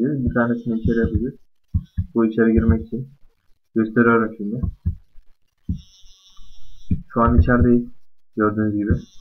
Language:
Turkish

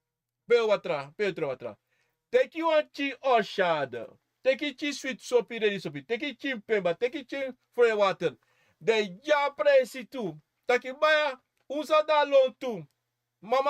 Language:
Sranan Tongo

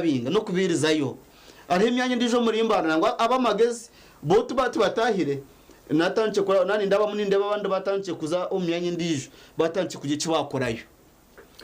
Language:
Nyankole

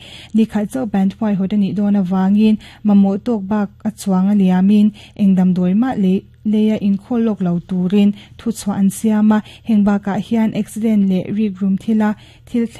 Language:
Mizo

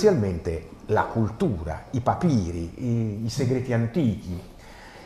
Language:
Italian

